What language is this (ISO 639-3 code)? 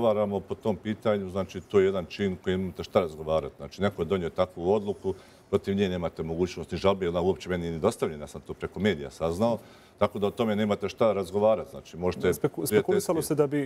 bos